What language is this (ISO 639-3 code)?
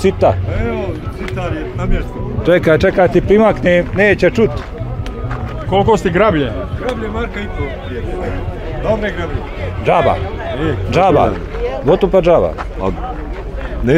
bos